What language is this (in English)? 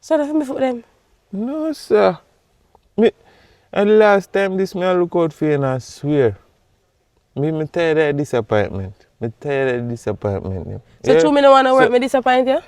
Jamaican Creole English